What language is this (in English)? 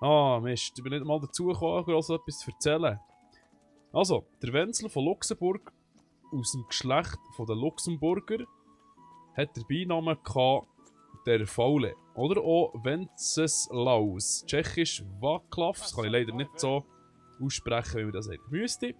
Swiss German